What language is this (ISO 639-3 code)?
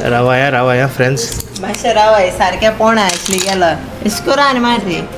kok